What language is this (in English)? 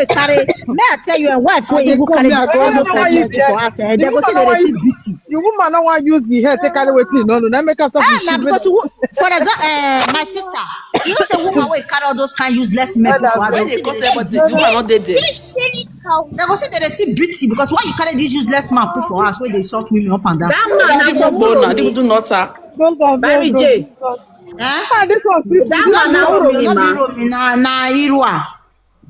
Nigerian Pidgin